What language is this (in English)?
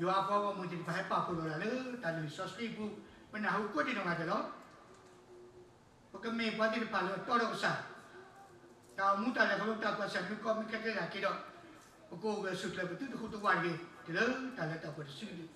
S'gaw Karen